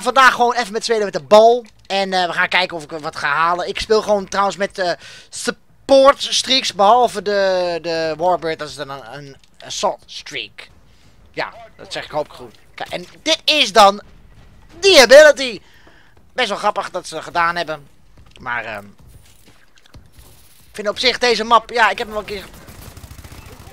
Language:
Dutch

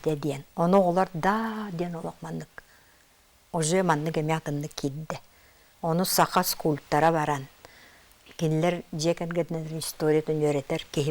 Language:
Yakut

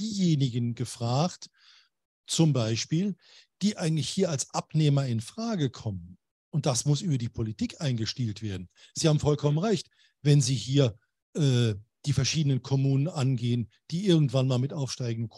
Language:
German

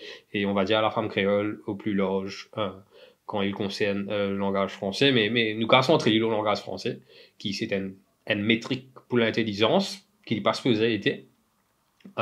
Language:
Morisyen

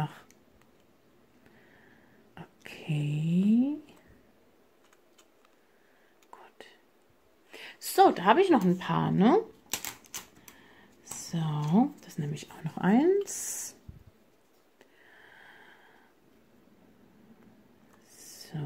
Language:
German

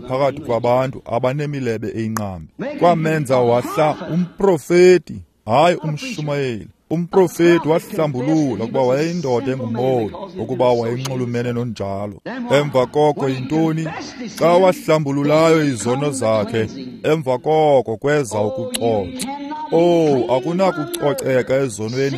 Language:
Xhosa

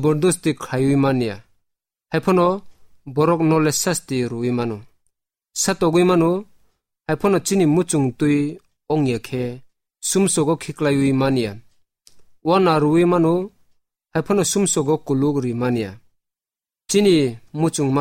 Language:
Kok Borok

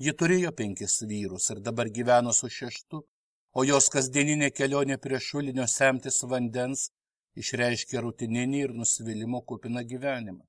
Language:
Lithuanian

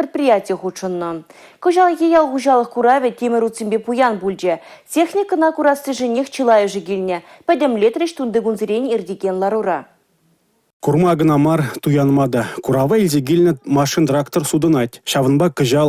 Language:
Chuvash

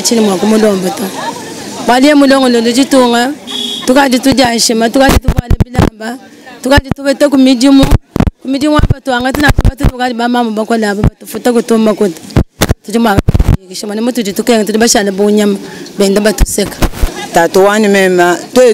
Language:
Luba-Lulua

